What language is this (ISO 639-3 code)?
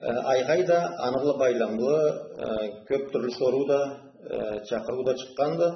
krc